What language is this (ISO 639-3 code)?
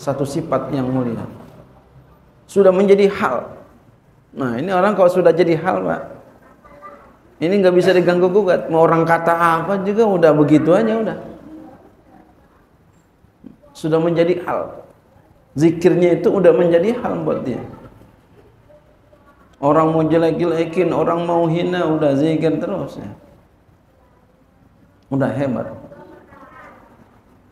ind